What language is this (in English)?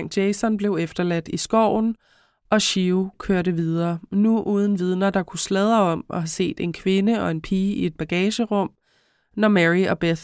Danish